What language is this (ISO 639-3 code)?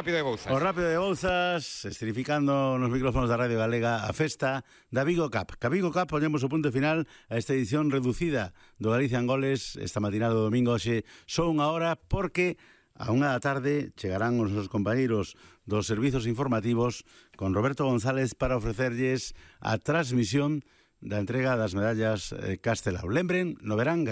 glg